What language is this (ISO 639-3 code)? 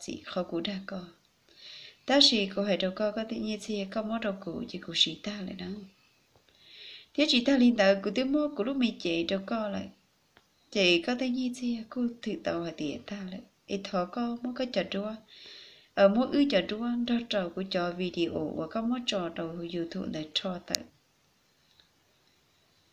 vie